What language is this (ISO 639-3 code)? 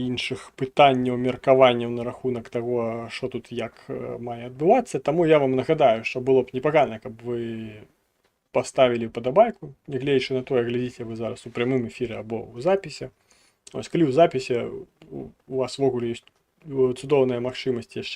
bel